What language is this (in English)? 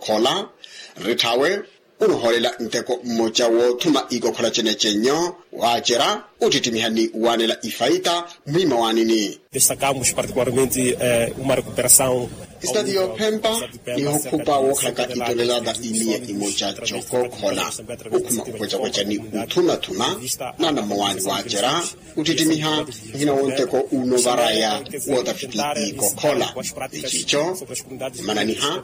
Makhuwa